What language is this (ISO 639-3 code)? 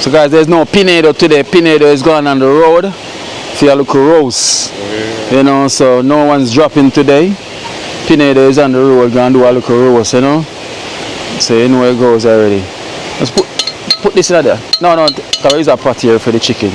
jam